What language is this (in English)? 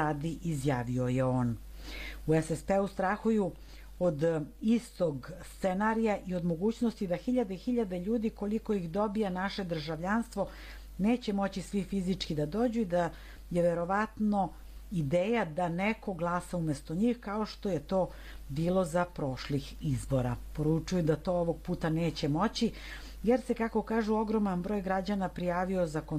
Serbian